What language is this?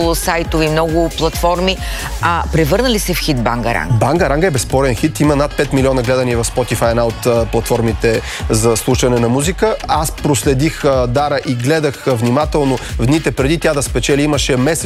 Bulgarian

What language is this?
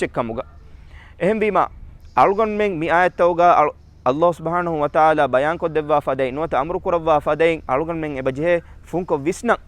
Divehi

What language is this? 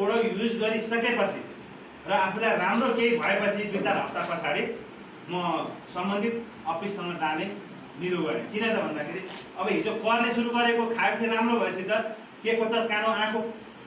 Nepali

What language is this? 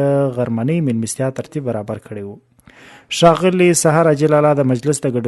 Pashto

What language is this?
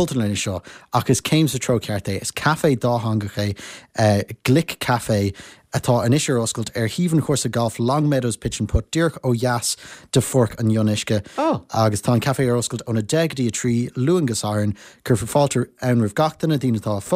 Irish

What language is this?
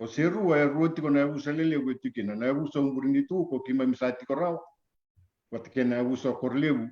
Fijian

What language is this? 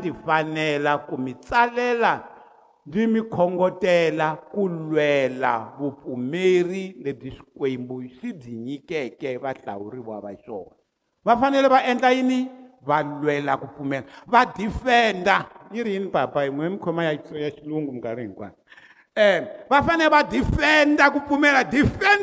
Tsonga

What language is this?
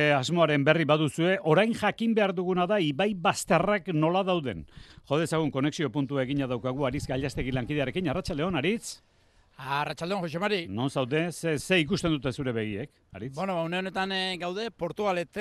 Basque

